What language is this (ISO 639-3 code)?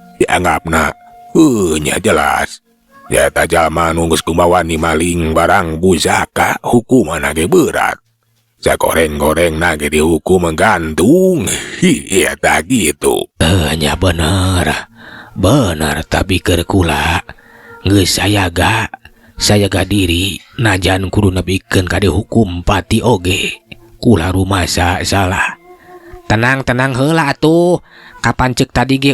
sun